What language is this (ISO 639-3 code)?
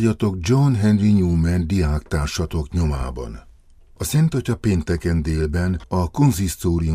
hun